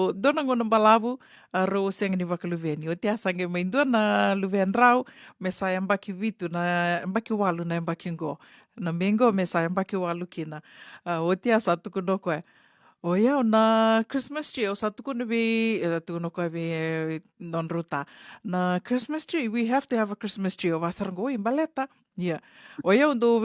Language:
Fijian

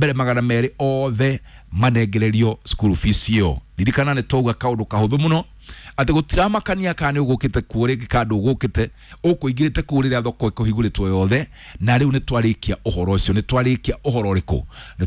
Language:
Kikuyu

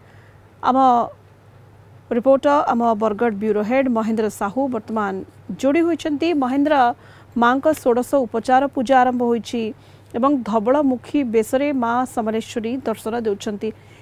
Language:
Odia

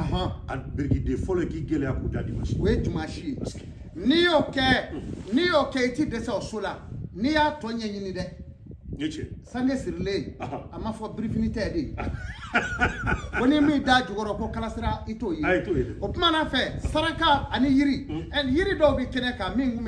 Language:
Bambara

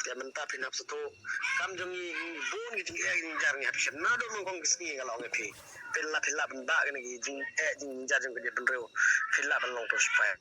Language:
Khasi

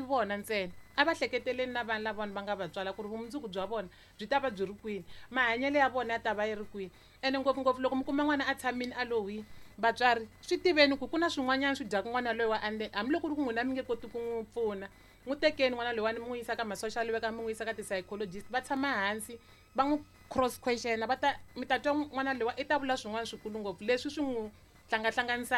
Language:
Tsonga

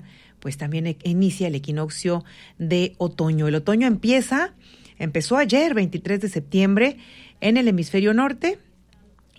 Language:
Spanish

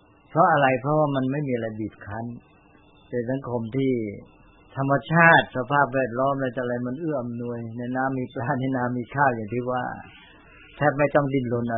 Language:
Thai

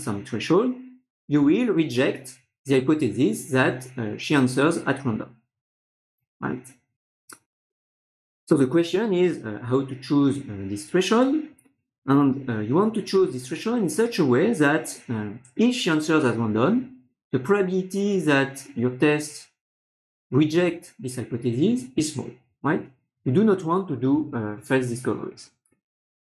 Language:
English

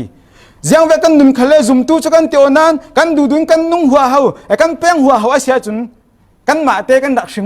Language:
Falam Chin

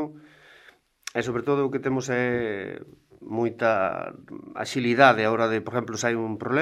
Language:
Galician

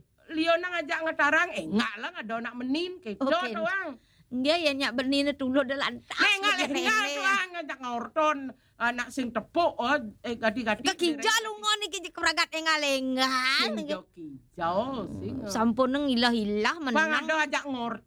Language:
Balinese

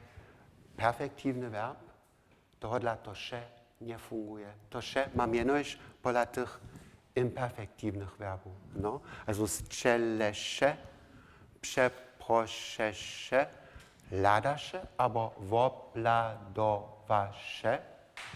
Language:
Upper Sorbian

